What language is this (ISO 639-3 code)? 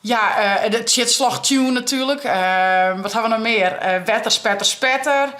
fry